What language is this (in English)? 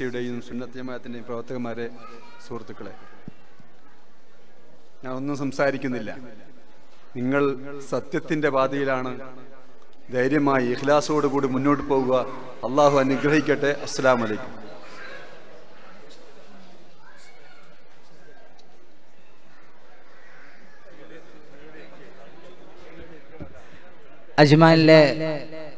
Malayalam